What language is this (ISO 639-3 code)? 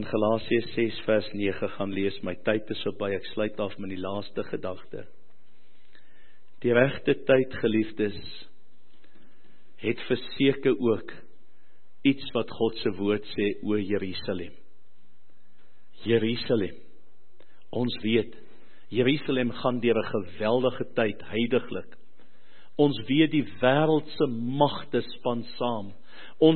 afr